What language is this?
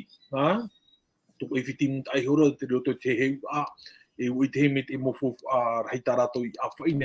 Tahitian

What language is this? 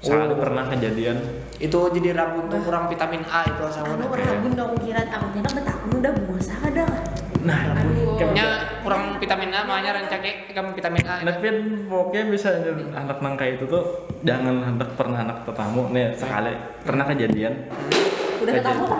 Banjar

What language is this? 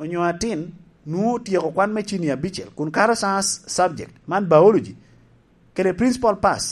Lango (Uganda)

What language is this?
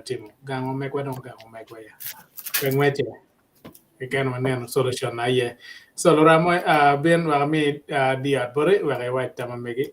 Acoli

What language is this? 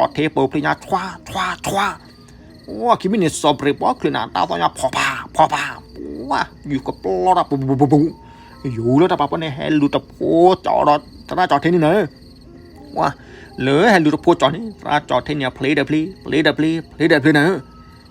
S'gaw Karen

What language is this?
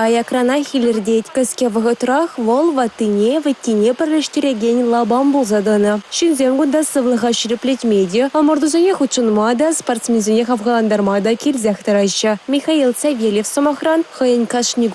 Chuvash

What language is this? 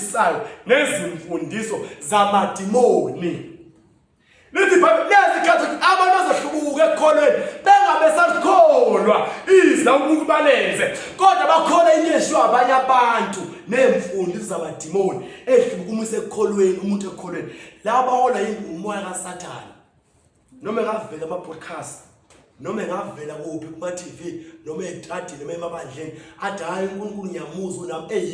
Zulu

